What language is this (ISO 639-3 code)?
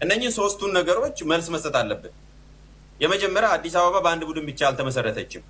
amh